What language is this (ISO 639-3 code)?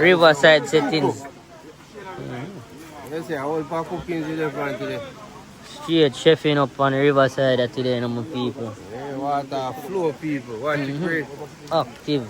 jam